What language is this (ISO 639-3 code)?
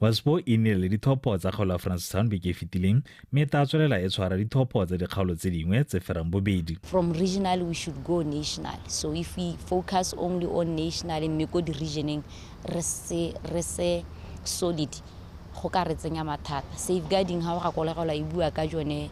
tsn